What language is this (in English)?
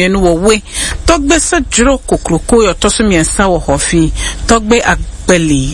Akan